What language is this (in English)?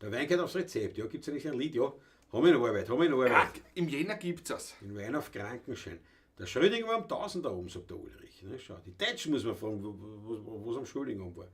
Bavarian